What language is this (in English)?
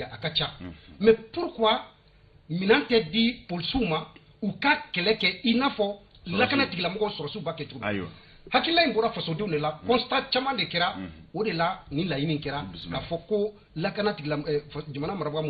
Bambara